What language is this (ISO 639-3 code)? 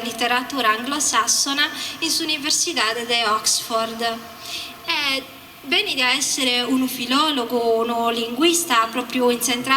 srd